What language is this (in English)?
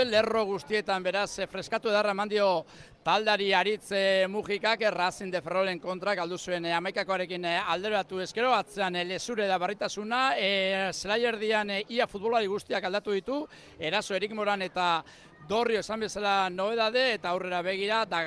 Basque